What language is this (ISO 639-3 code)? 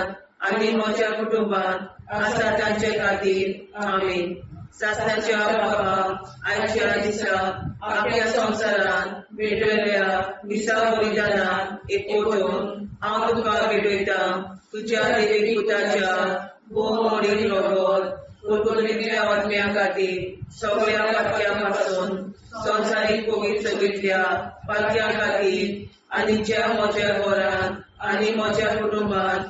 kok